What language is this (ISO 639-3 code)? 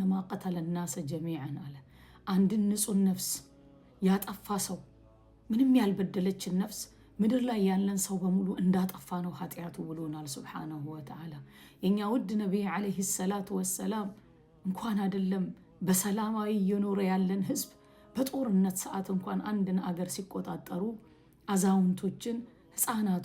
amh